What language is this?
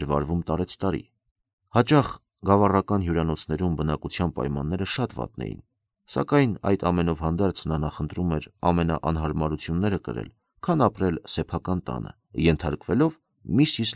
Armenian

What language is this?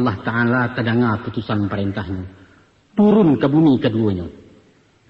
Minangkabau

